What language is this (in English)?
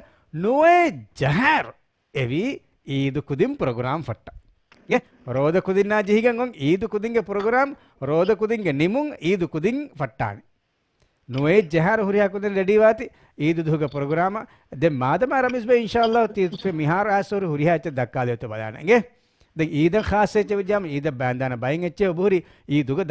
Divehi